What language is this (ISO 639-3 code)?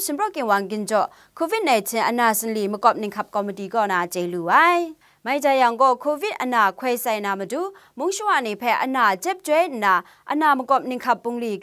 kac